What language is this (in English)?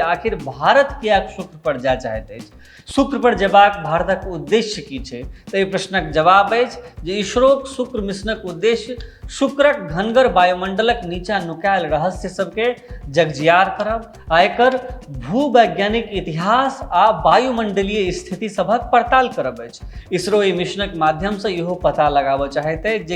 Maithili